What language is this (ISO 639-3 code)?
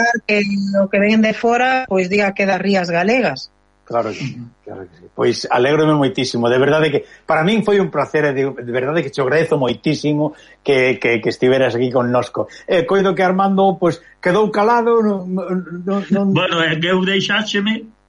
glg